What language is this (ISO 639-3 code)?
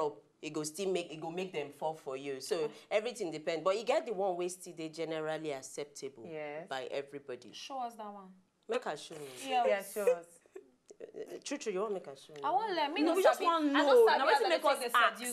pcm